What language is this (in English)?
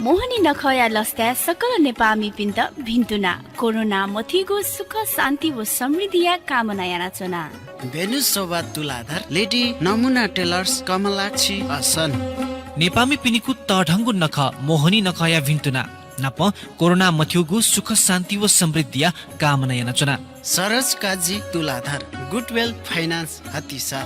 Newari